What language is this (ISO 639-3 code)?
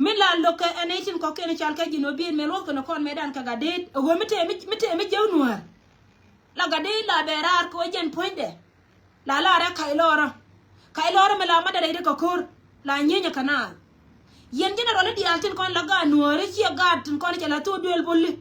nus